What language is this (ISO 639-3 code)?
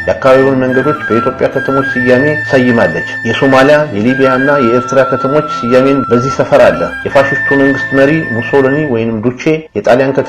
amh